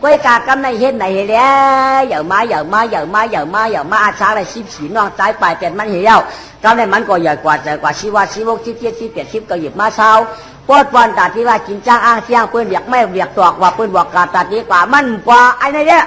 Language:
Shan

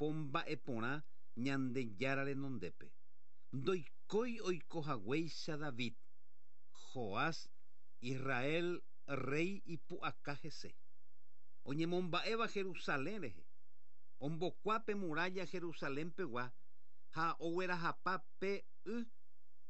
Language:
Guarani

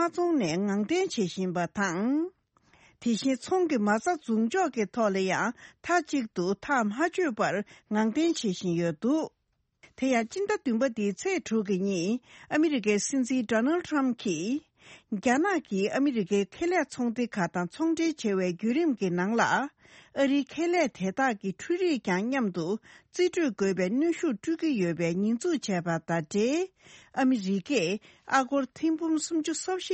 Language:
Tibetan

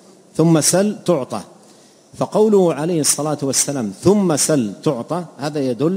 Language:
Arabic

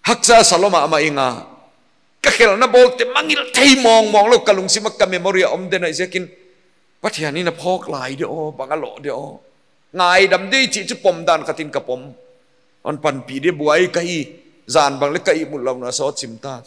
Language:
Paite Chin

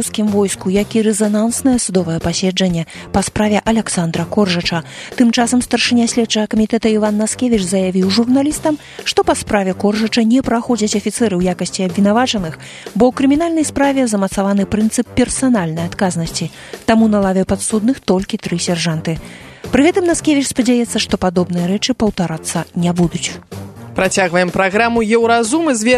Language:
Belarusian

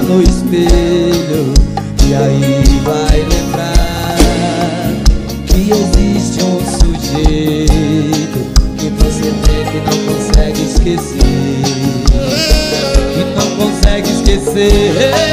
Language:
Portuguese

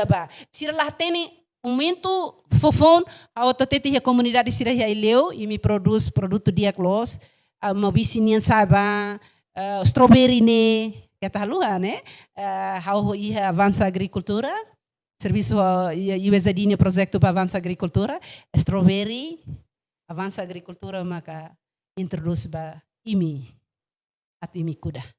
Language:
Tetum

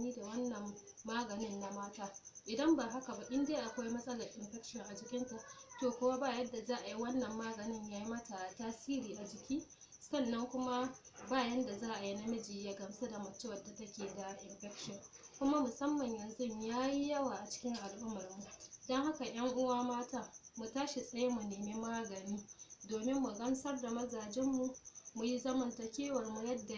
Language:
Hausa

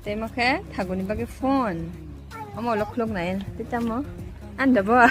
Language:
Kok Borok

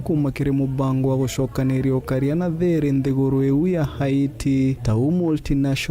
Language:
Meru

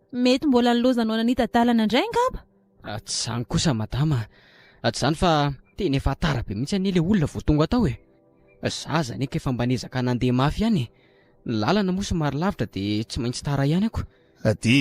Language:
Malagasy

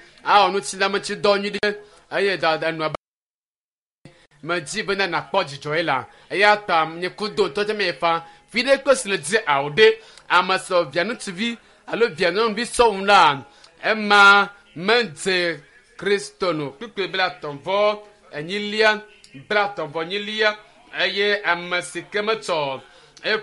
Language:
Ewe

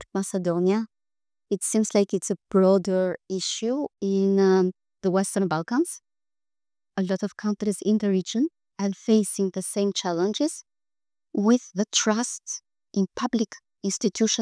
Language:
English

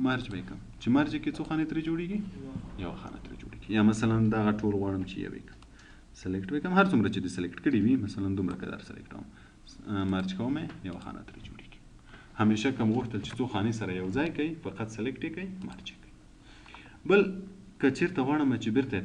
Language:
Pashto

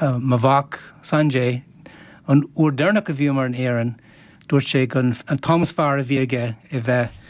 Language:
Irish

